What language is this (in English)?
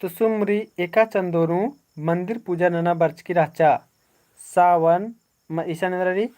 Kurukh